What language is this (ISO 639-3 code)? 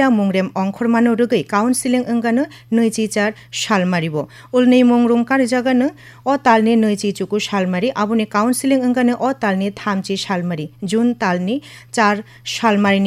trp